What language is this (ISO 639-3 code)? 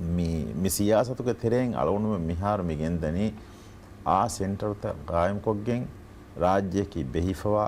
div